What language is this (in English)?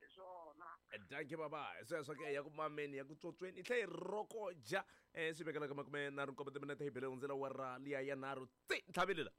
Tsonga